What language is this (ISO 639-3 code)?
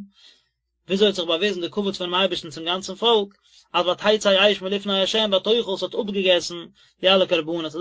yid